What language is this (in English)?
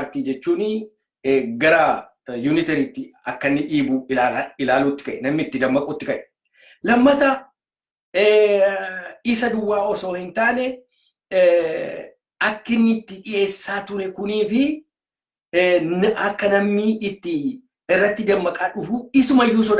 Oromo